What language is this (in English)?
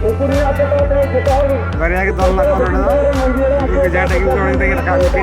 Santali